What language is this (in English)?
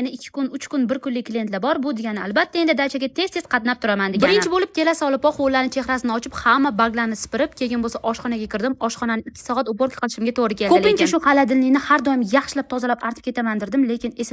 Uzbek